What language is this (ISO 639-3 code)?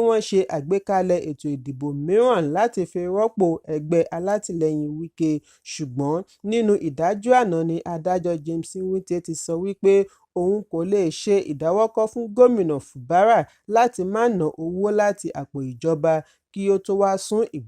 yor